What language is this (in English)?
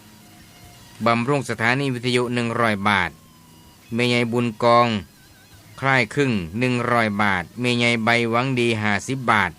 Northeastern Thai